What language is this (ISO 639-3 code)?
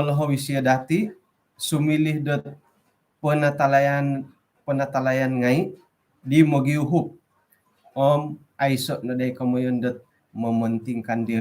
dtp